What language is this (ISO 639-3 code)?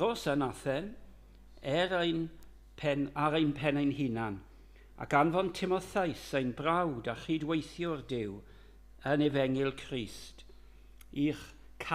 cym